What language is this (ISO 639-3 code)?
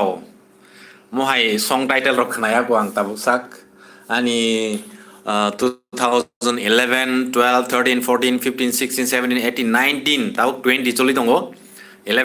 trp